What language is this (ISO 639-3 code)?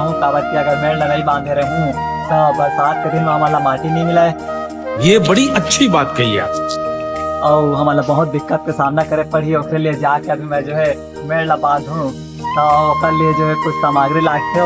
hne